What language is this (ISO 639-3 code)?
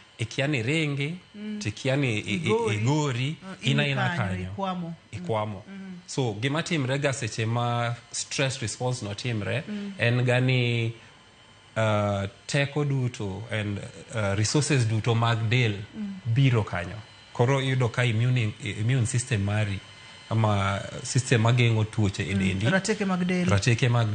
luo